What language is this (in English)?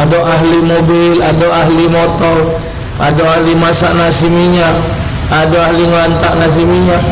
Musi